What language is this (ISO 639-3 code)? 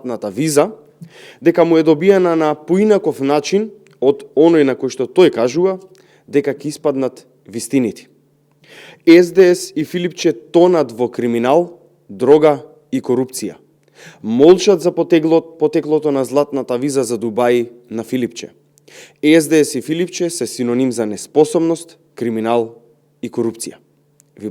mkd